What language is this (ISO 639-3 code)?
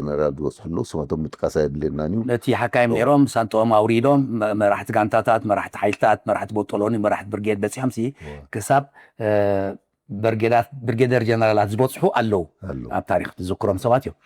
tir